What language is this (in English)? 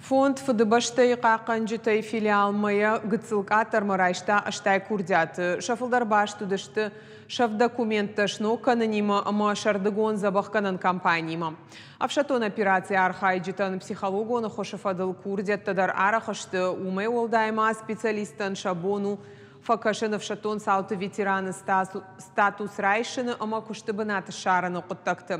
Ossetic